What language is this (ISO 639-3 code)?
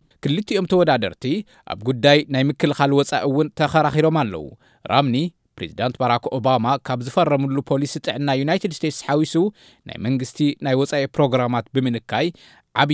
tir